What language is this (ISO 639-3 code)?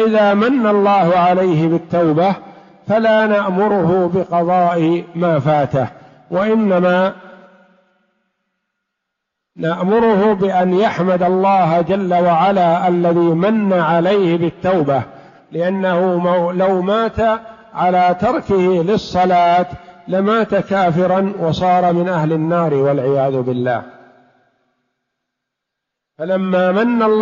ara